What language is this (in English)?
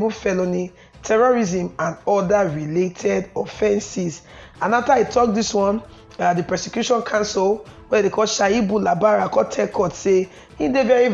Nigerian Pidgin